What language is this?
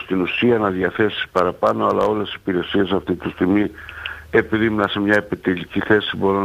Greek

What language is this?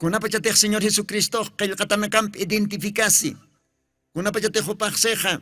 Aymara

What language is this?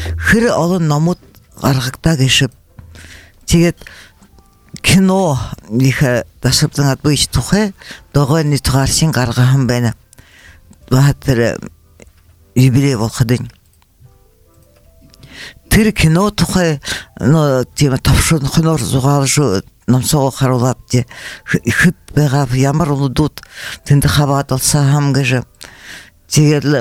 Buriat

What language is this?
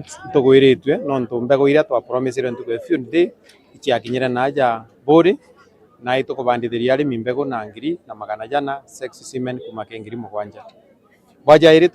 Meru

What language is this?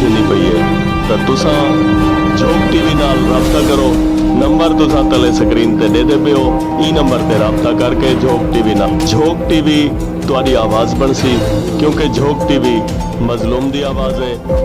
Saraiki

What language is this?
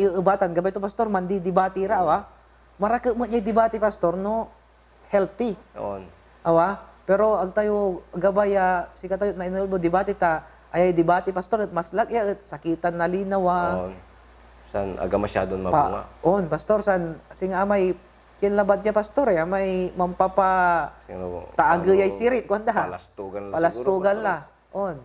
Pangasinan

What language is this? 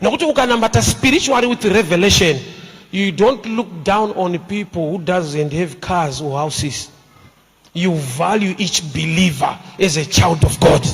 Shona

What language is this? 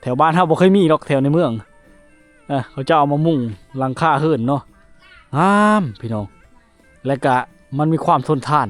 Lao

